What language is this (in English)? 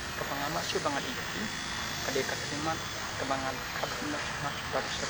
Khasi